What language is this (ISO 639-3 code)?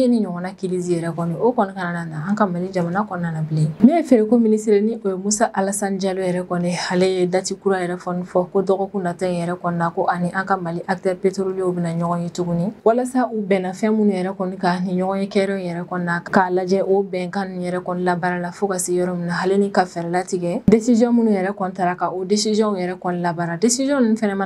bam